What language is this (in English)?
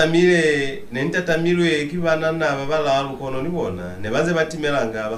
Lozi